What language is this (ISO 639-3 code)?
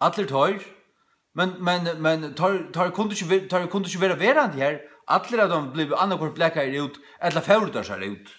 fao